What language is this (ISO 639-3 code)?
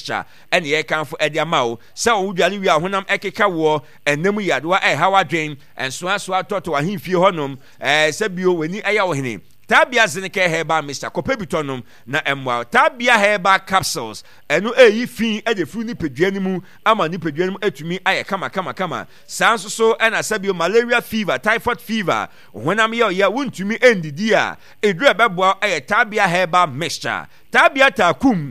aka